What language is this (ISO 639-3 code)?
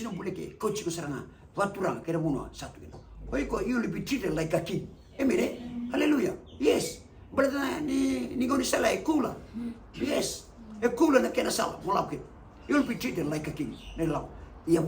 fij